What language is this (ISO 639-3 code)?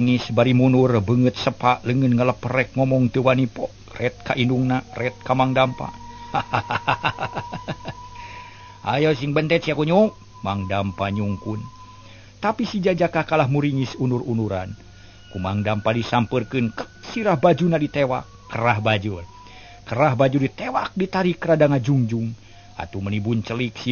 sun